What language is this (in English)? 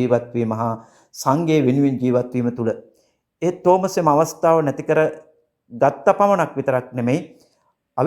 Sinhala